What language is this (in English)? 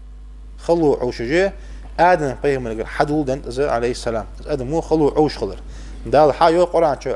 Ingush